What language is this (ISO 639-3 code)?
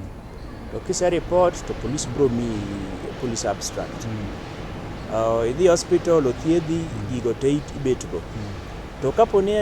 luo